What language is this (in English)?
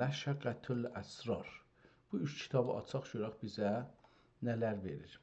South Azerbaijani